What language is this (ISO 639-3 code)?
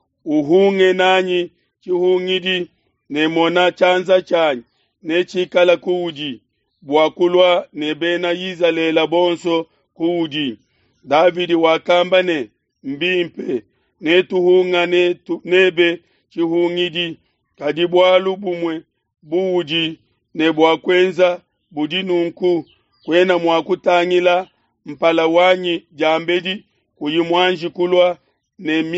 lua